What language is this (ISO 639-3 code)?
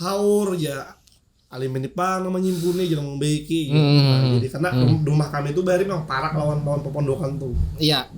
bjn